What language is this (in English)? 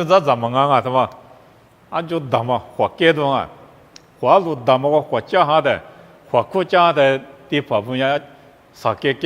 Lisu